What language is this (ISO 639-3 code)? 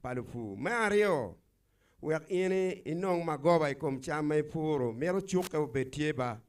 ach